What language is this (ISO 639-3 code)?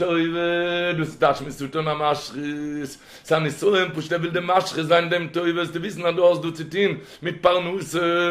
yid